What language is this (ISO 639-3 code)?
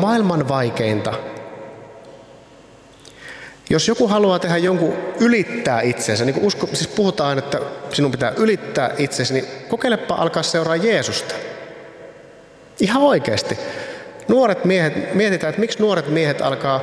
fin